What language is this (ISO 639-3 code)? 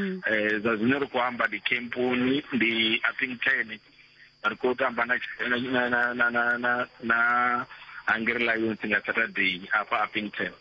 ven